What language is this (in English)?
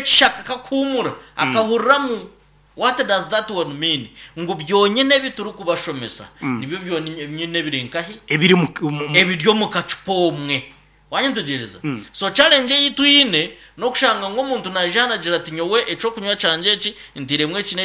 Nyankole